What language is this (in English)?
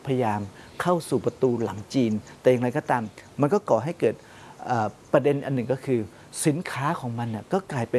Thai